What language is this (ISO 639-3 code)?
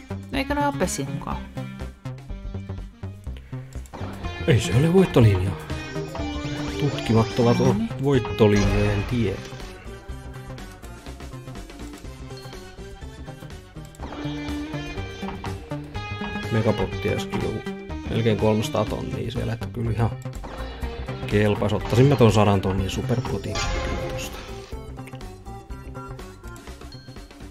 fin